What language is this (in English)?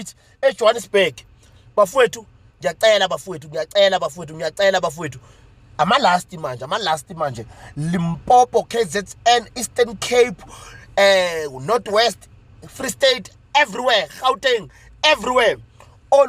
Zulu